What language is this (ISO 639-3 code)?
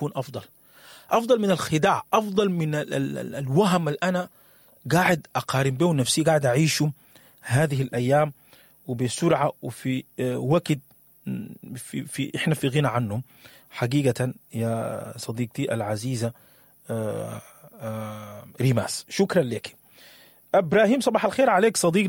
apd